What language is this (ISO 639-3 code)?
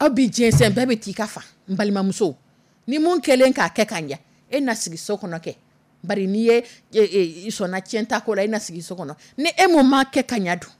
dyu